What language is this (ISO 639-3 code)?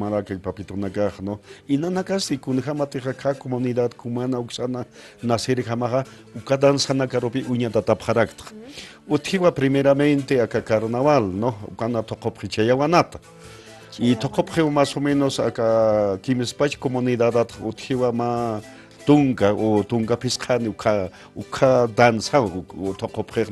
aym